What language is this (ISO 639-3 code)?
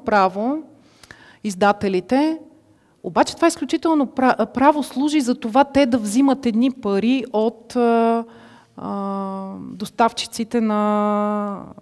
bul